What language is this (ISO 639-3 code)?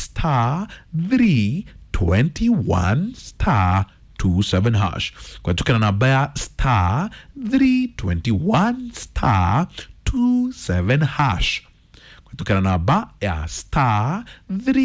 kik